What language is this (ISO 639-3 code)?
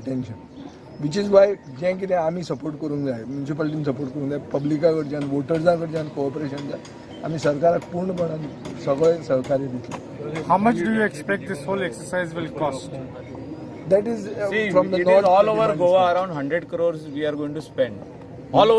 kok